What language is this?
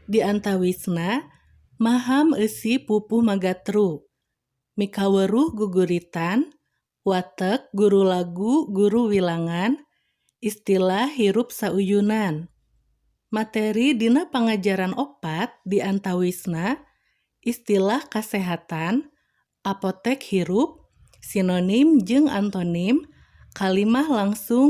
Sundanese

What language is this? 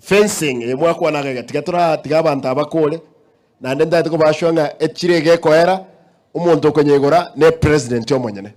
Gusii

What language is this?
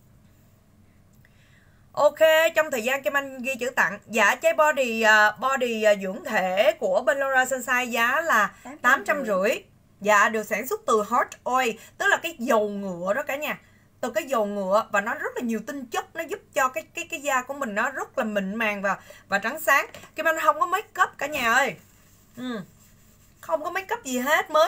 Vietnamese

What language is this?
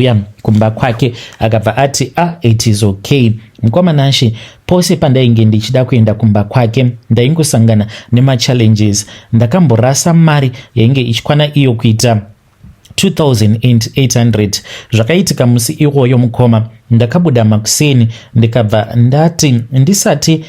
Shona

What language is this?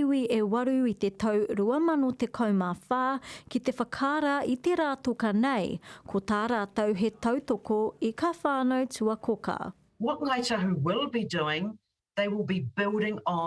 Māori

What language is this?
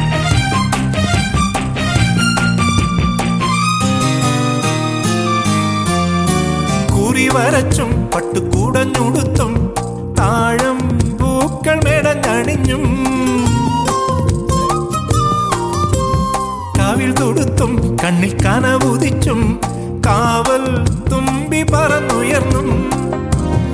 Malayalam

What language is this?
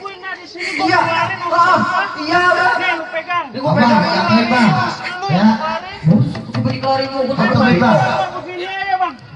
Betawi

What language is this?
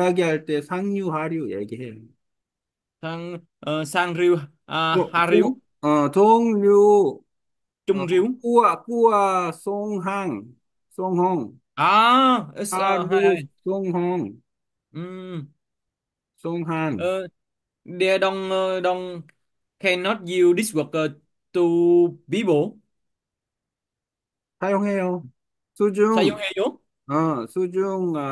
Vietnamese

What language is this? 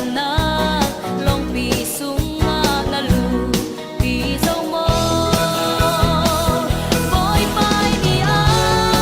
Falam Chin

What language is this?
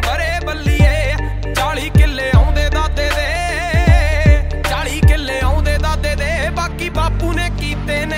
Punjabi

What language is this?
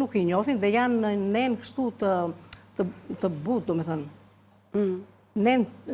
Albanian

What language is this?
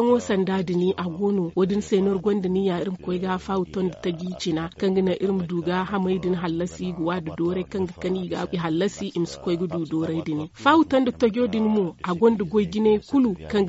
Zarma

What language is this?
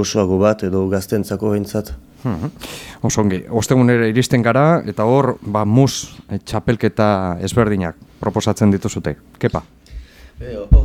Basque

